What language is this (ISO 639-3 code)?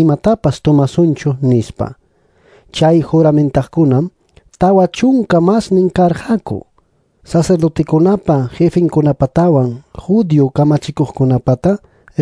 quy